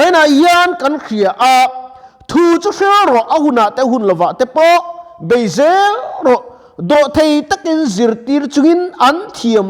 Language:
Mizo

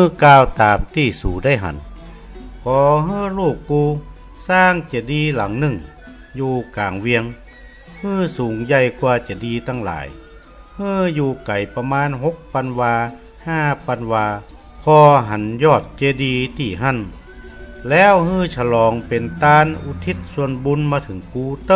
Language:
Northern Thai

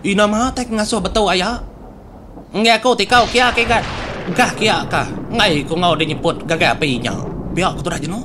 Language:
Iban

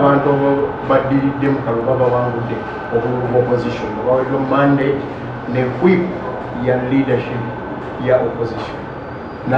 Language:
Ganda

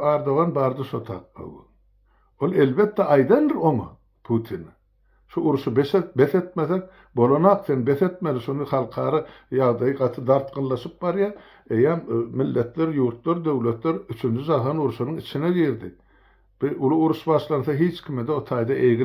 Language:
Turkmen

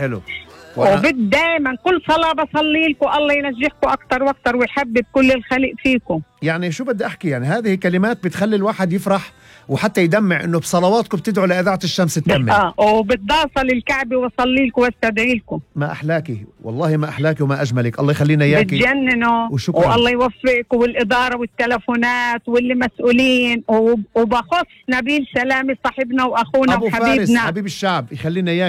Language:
North Levantine Arabic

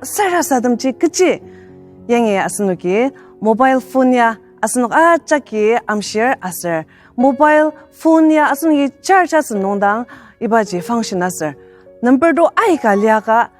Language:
Ao Naga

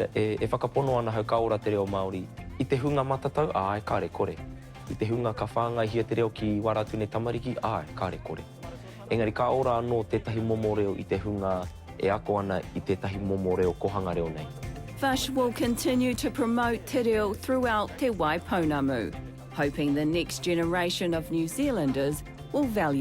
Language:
Māori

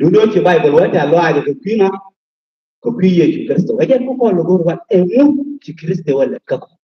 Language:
Nuer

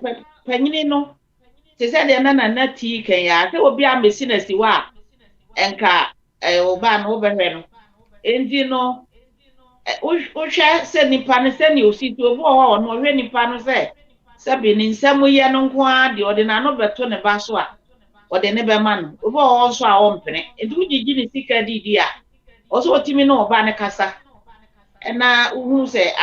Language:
Akan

